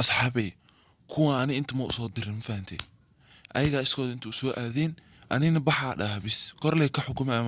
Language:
Somali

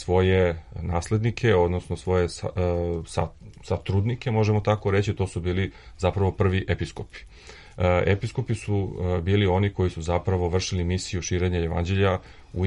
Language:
Serbian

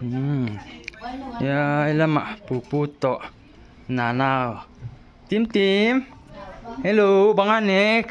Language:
Paite Chin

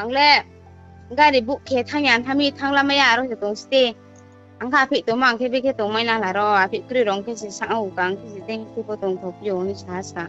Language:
Riang (India)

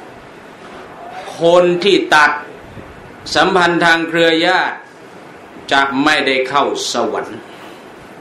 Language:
Thai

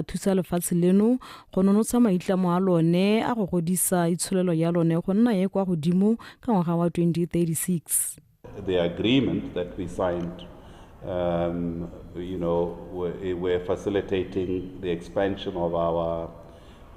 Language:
Tswana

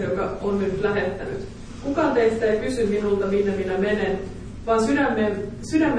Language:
Finnish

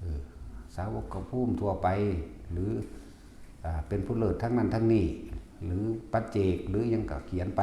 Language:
Northeastern Thai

